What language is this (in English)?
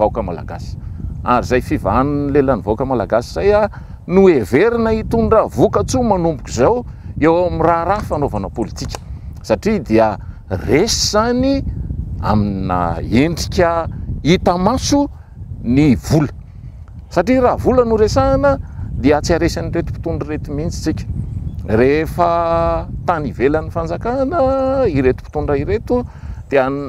Malagasy